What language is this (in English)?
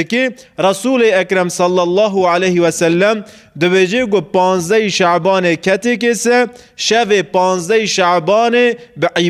Kurdish